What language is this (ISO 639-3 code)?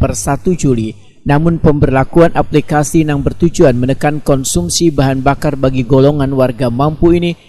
bjn